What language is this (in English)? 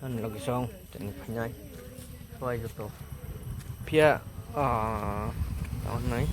Kok Borok